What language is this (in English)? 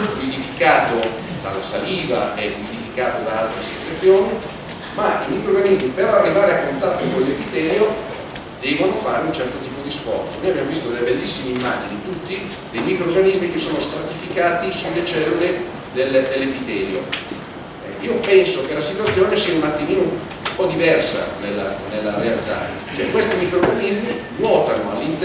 Italian